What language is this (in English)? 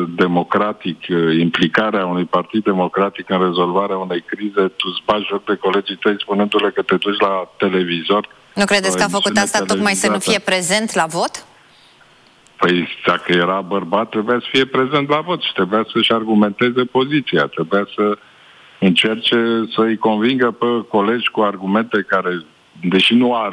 Romanian